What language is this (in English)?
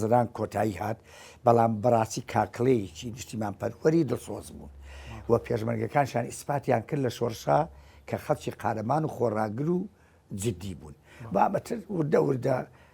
Central Kurdish